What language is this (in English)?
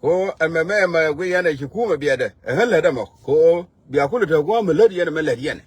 Nuer